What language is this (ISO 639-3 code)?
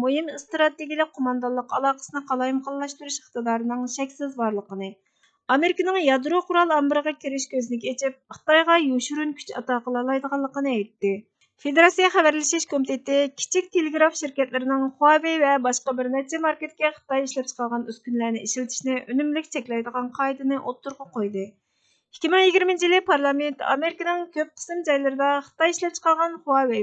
uig